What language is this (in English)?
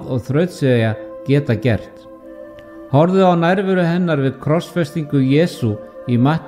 Icelandic